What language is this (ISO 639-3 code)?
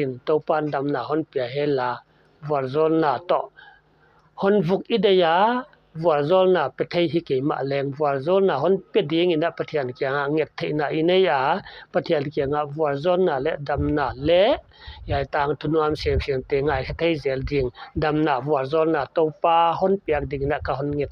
pck